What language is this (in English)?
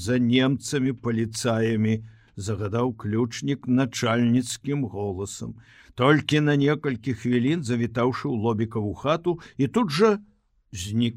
Belarusian